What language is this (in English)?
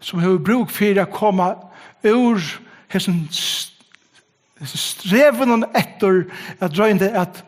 Faroese